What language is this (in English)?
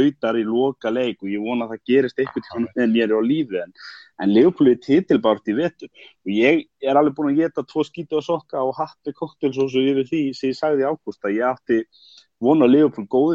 Icelandic